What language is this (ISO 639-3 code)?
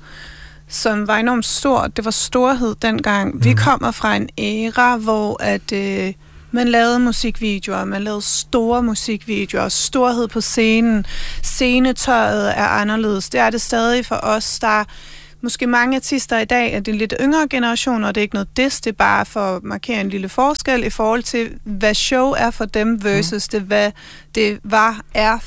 dan